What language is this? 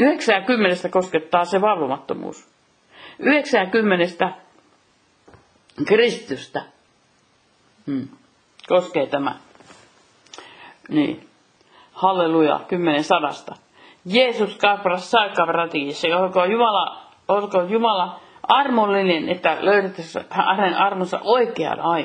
Finnish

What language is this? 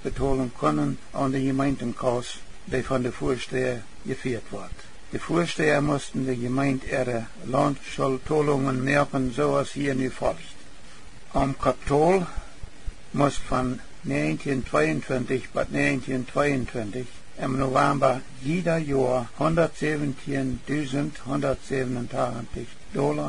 Plautdietsch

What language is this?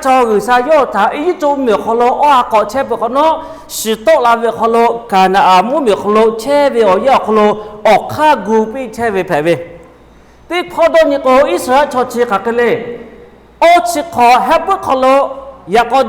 Lahu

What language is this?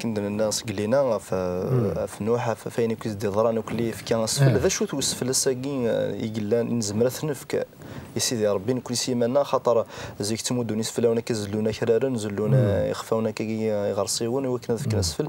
Kabyle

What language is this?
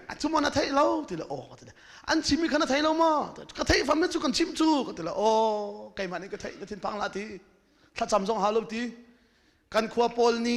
Hakha Chin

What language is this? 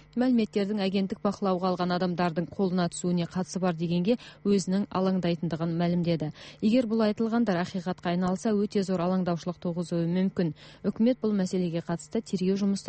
Kazakh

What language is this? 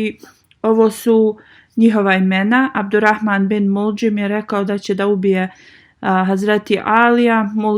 Bosnian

